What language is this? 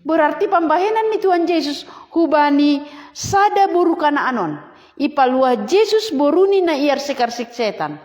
Batak Simalungun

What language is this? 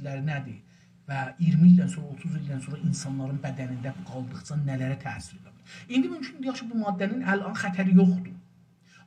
South Azerbaijani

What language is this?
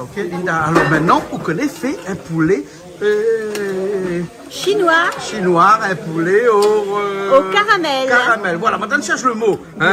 Réunion Creole French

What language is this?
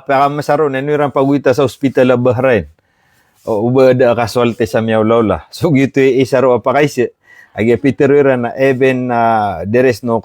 Maranao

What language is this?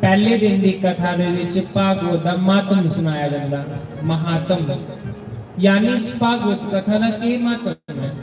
Dogri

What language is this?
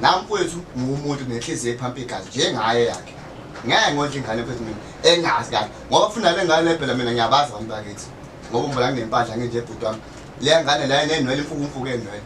Zulu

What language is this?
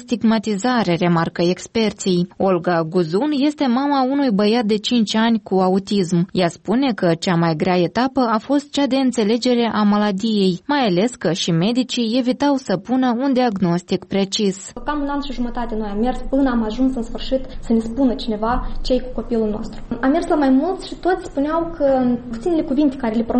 Romanian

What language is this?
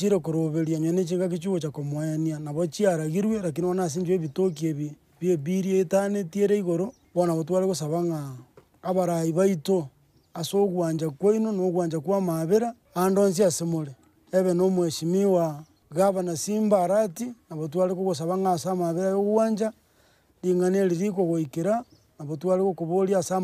Gusii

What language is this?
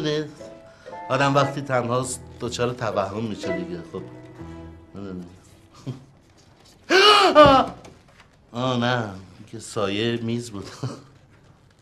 Persian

